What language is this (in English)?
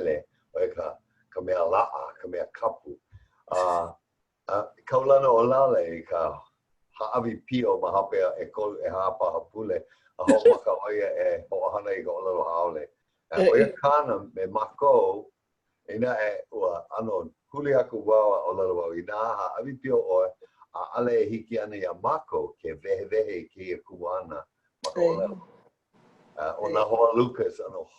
Hawaiian